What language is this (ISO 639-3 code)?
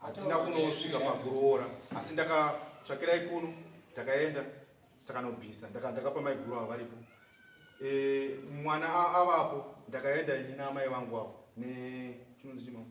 sna